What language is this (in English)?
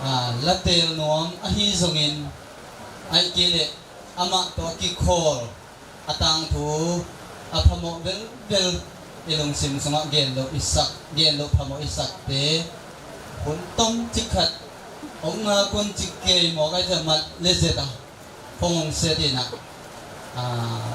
Tedim Chin